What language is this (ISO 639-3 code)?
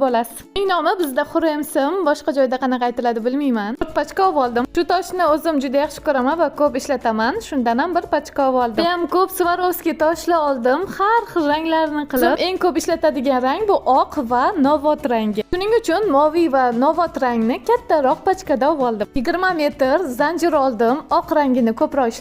uzb